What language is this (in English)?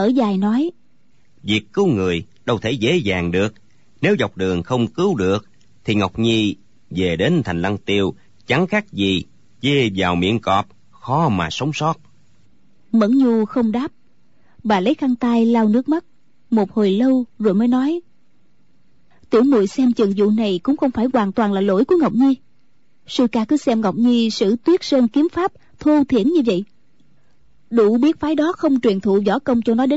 Vietnamese